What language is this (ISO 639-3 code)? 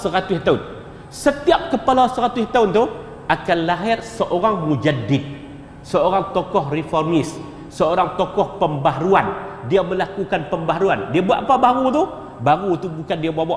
msa